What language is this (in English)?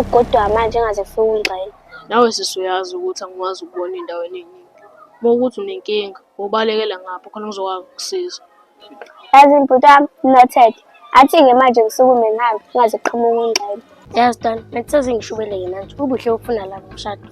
Zulu